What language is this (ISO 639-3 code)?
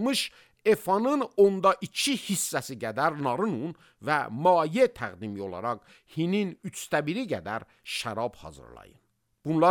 aze